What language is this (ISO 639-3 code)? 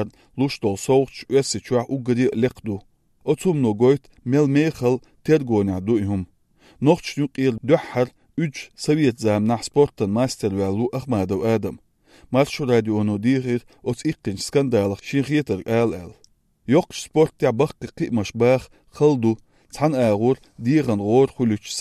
che